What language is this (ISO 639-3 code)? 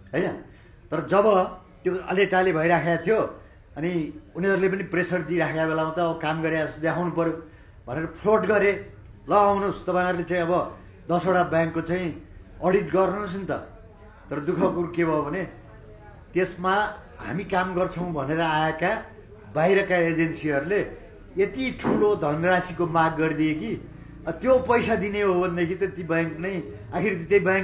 nep